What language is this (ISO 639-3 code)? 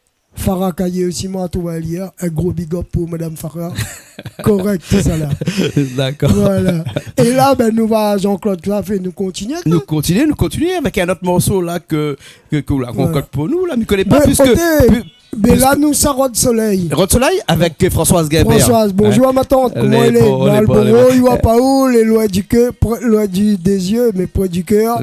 rcf